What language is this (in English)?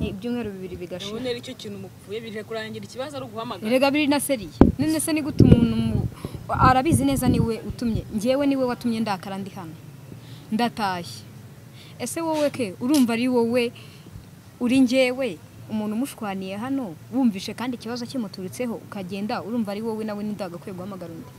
Kinyarwanda